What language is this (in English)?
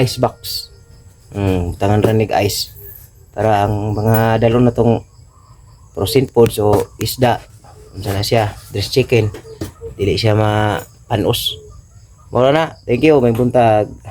Cebuano